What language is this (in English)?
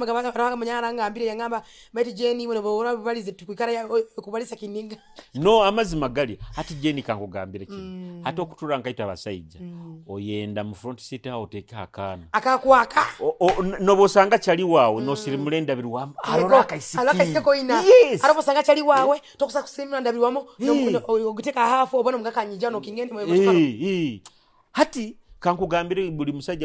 Nyoro